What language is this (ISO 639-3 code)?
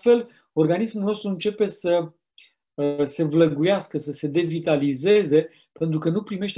ron